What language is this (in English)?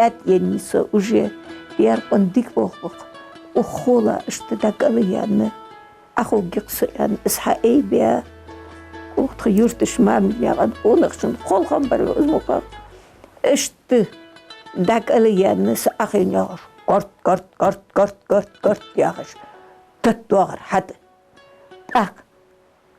Ingush